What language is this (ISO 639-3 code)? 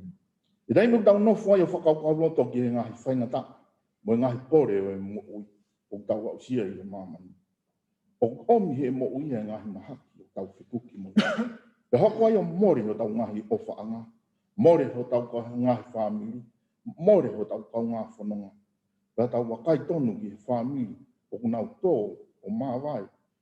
ton